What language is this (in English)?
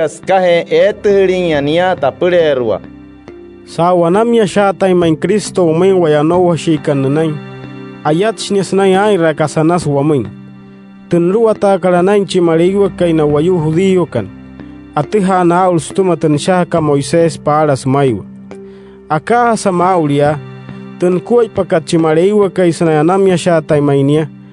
Wayuu